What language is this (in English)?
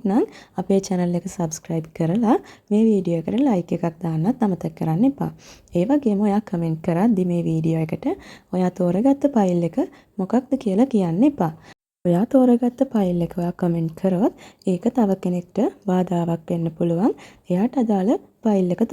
Sinhala